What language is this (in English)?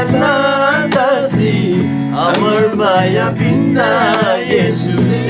Eastern Tamang